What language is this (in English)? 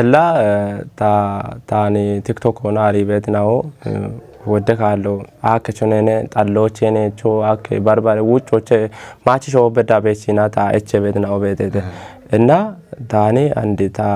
Kafa